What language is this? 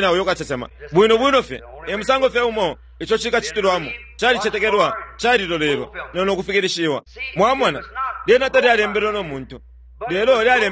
Bemba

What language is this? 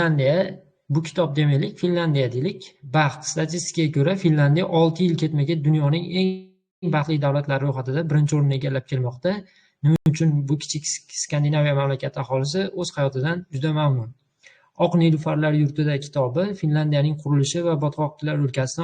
Uzbek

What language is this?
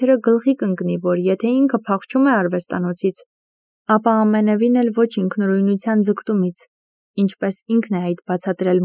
Armenian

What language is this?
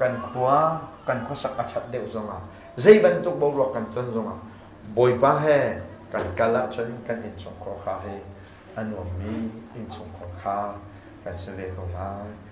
Hakha Chin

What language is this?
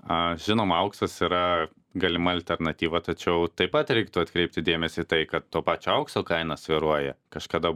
Lithuanian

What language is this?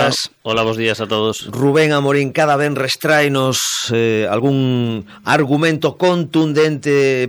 Galician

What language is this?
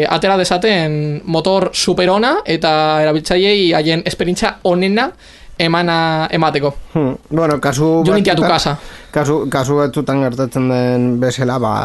Basque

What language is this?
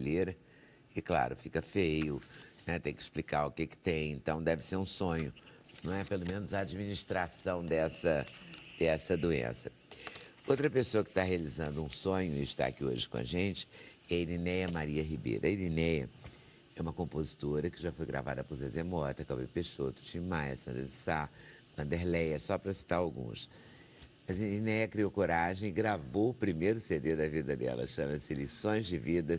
Portuguese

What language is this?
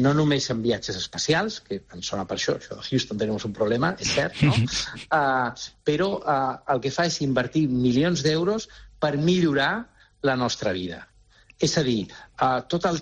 Catalan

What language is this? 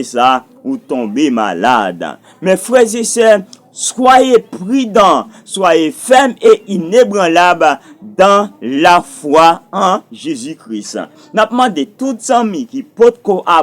Haitian Creole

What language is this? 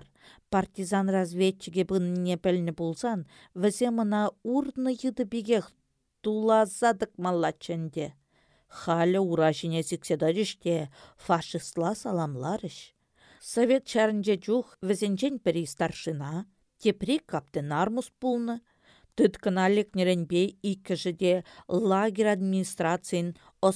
Chuvash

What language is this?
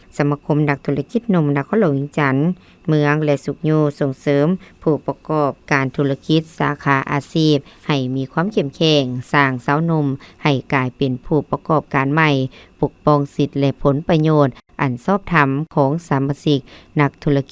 Lao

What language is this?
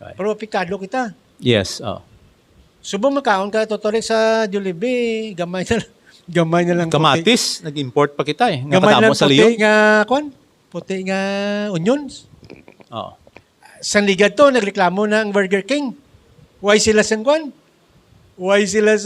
Hiligaynon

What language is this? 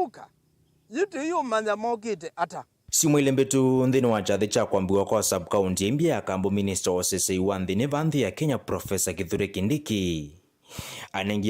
Kamba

